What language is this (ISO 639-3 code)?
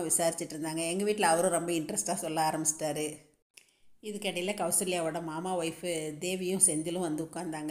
tam